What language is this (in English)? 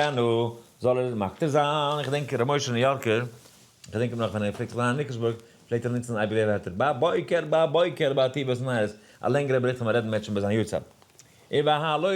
Yiddish